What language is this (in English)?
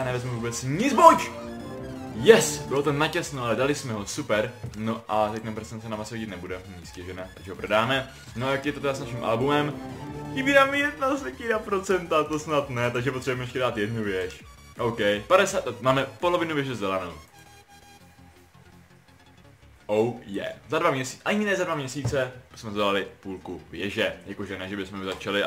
Czech